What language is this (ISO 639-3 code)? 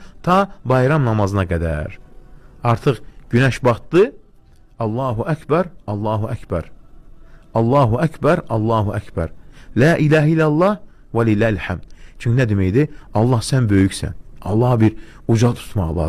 aze